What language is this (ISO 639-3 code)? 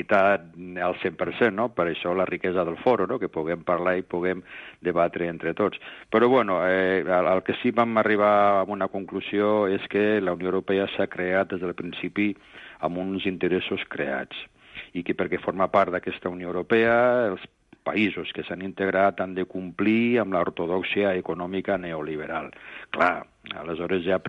cat